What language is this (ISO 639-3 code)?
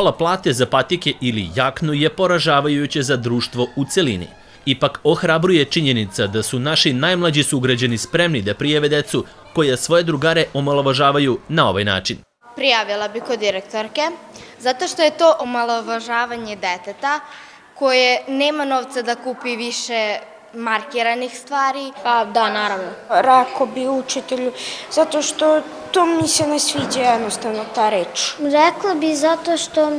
srp